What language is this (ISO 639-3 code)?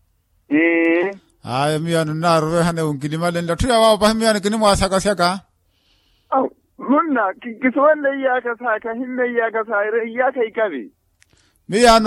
vmw